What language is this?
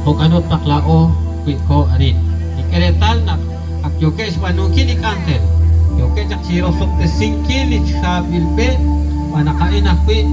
Kekchí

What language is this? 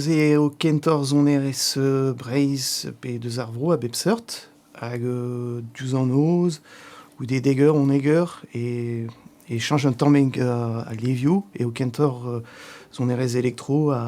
Breton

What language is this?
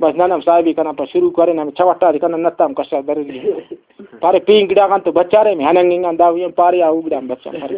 Brahui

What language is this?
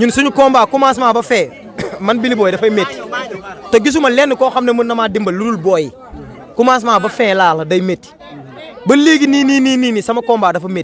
Wolof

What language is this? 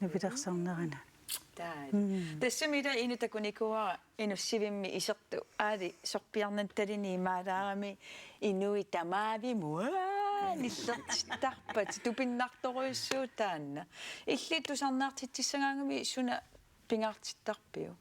Kalaallisut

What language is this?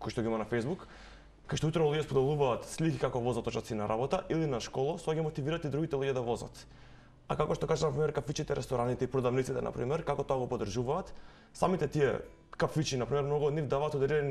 Macedonian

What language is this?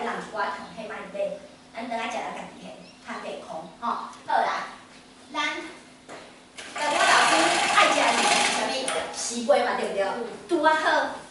Min Nan Chinese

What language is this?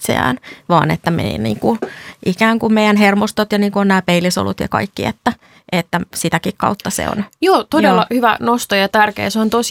Finnish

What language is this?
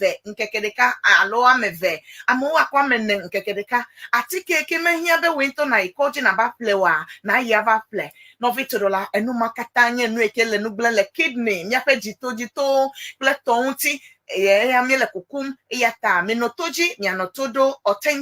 Ewe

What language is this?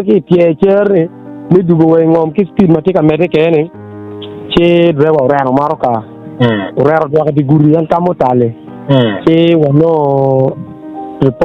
Acoli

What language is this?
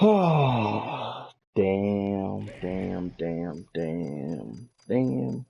Jamaican Creole English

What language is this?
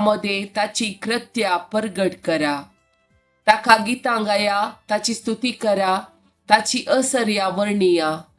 Konkani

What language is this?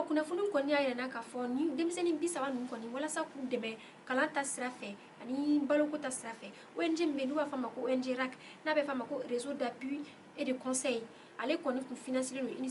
Bambara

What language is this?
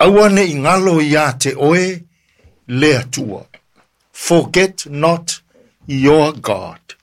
Samoan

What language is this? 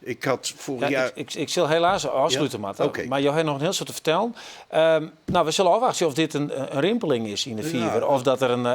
Western Frisian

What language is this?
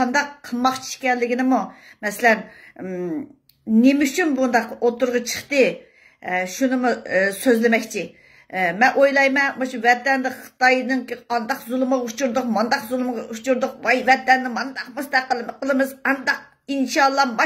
Uyghur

